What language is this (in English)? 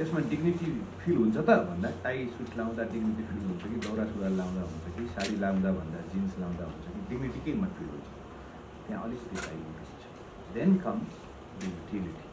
Nepali